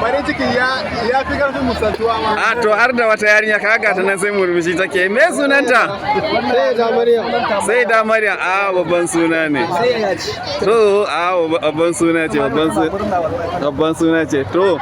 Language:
Hausa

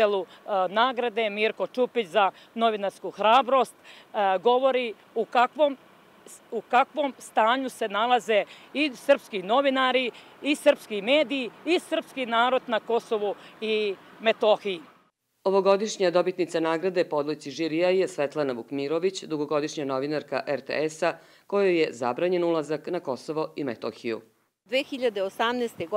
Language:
Serbian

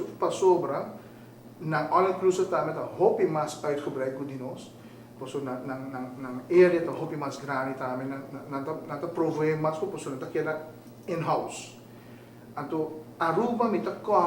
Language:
Papiamento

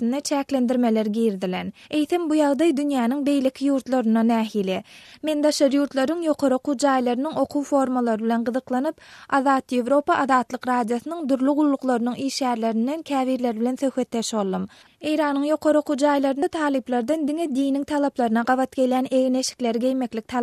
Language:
Turkmen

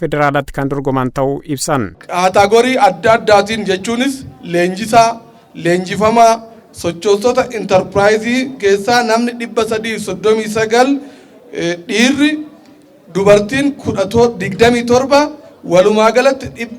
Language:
Oromo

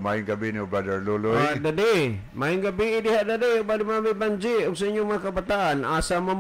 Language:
Cebuano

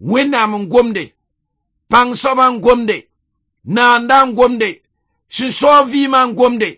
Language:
Mossi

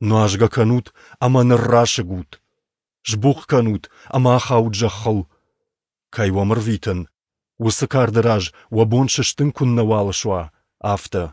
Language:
Ossetic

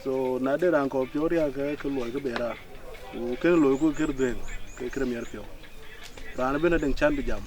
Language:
Dinka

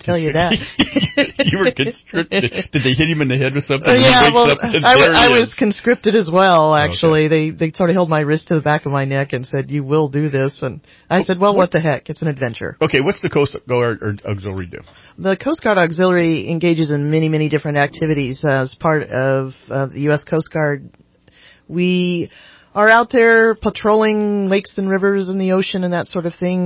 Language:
English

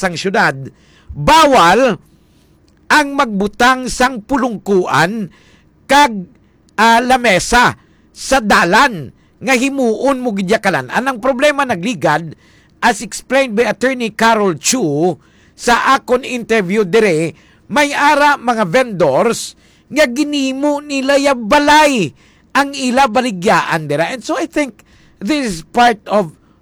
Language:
Hiligaynon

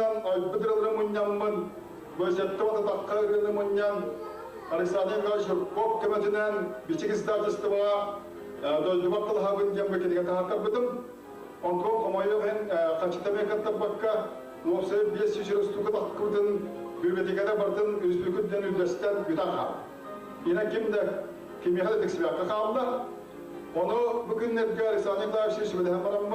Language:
Yakut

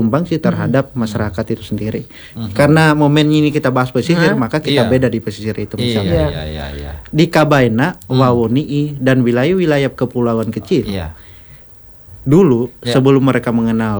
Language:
Indonesian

